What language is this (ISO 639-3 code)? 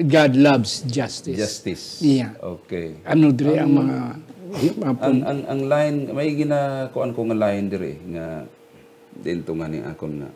hil